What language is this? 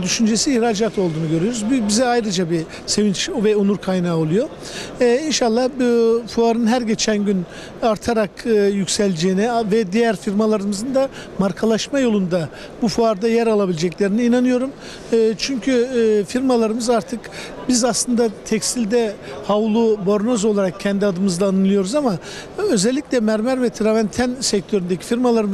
Turkish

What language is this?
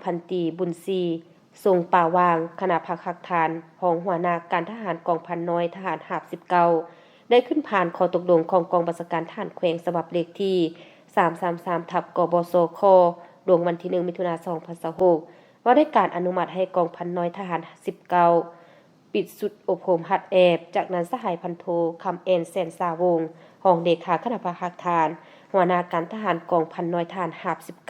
Lao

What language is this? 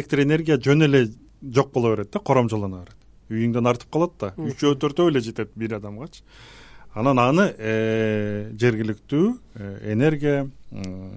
Kyrgyz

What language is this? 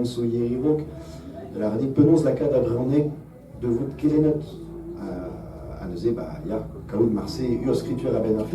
Breton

